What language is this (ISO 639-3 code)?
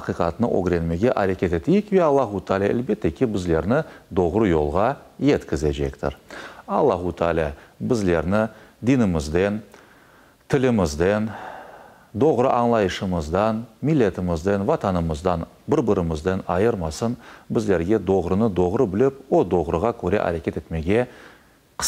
crh